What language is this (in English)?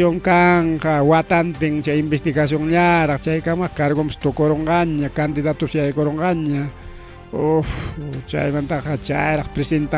Ayacucho Quechua